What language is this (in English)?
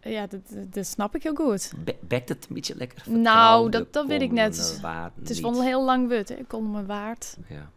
Western Frisian